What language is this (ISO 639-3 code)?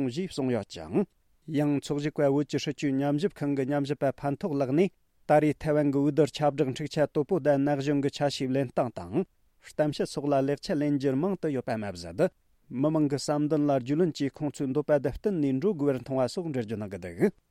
bod